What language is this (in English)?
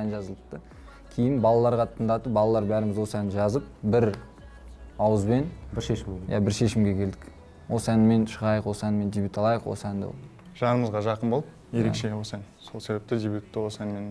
Kazakh